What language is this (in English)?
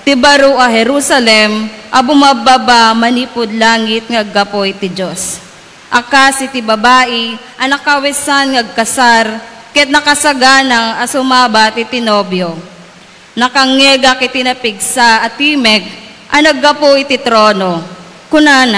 Iloko